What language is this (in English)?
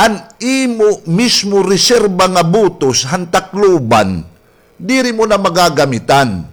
Waray